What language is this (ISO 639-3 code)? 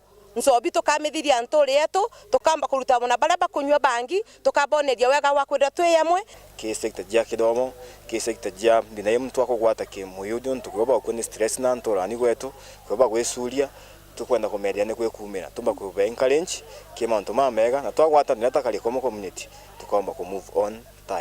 mer